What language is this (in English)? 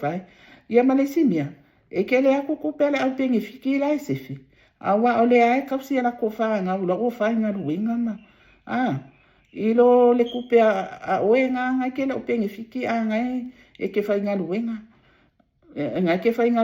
Samoan